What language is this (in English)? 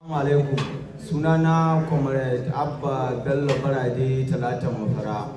Hausa